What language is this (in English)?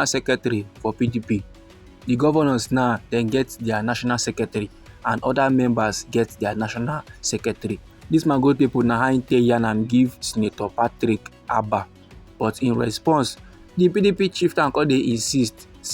Nigerian Pidgin